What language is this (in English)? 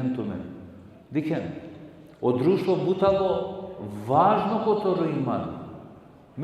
Balkan Romani